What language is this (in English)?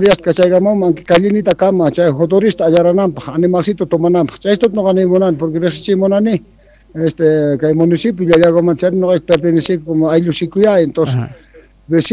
South Bolivian Quechua